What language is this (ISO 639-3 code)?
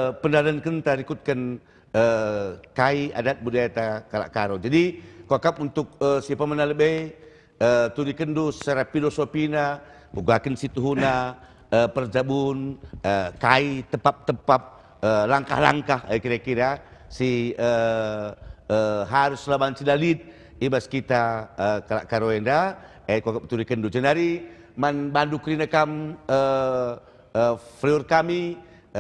btx